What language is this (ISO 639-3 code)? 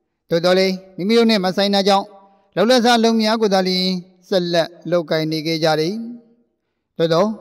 mya